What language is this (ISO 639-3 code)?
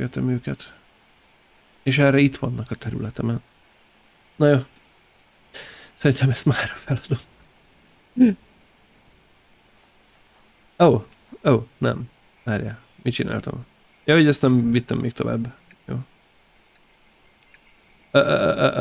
hun